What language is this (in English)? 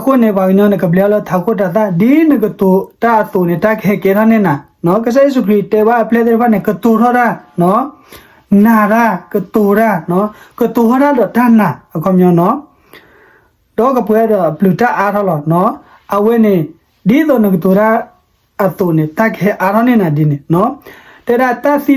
S'gaw Karen